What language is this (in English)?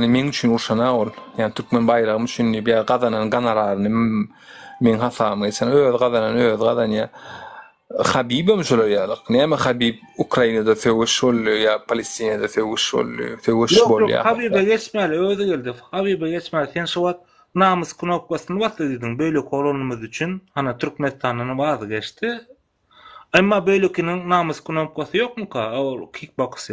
Turkmen